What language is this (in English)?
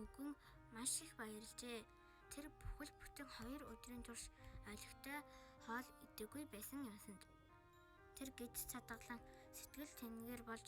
Mongolian